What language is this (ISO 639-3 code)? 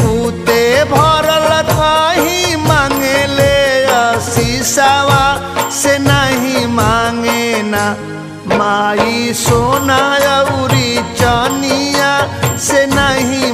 bho